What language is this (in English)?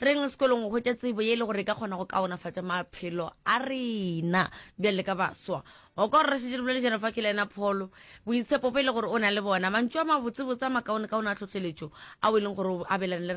Northern Sotho